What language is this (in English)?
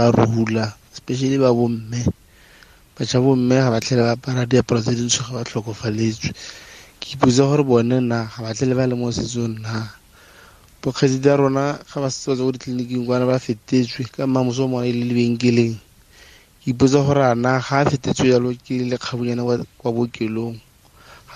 Tswana